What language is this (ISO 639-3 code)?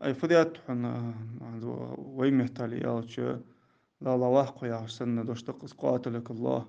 inh